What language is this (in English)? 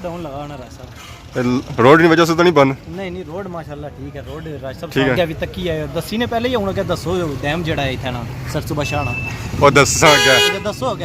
Pahari-Potwari